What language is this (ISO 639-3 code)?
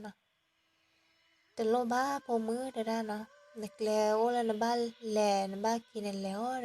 ksw